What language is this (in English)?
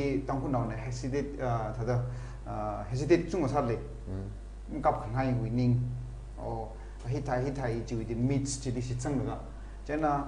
Tangkhul Naga (India)